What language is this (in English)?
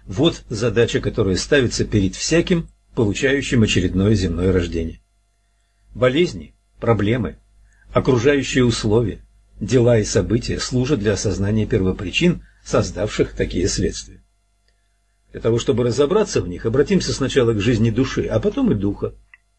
Russian